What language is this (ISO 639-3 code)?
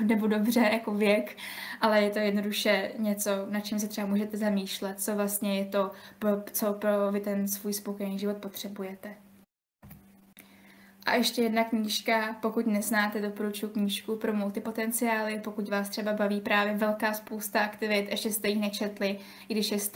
ces